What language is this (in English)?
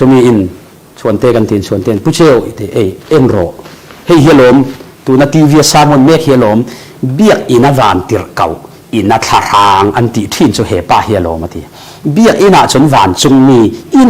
Falam Chin